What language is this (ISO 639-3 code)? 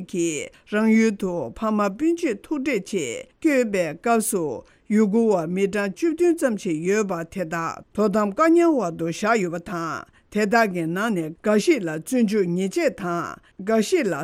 bod